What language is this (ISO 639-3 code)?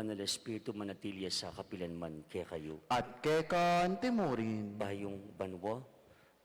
pam